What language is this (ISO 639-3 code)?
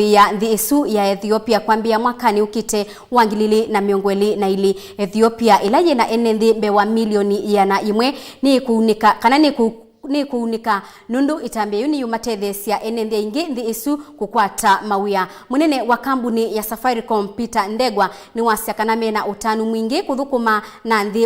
kam